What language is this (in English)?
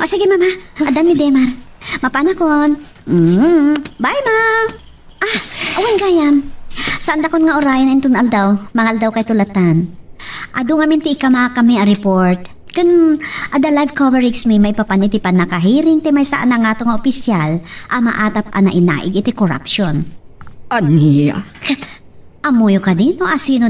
Iloko